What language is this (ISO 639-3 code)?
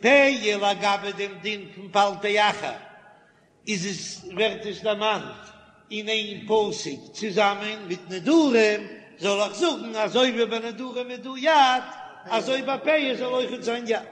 yid